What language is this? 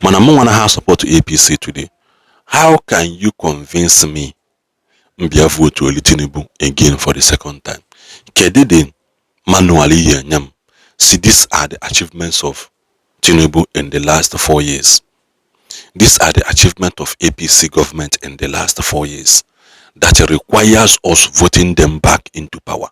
Igbo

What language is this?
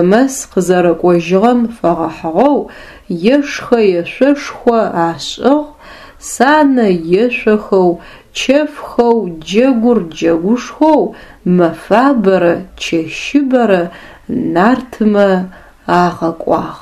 Adyghe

